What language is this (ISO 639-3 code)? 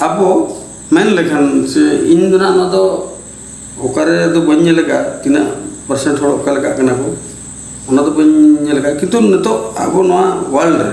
sat